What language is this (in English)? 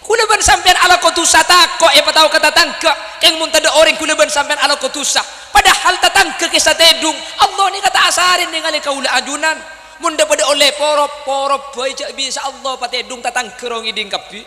Madurese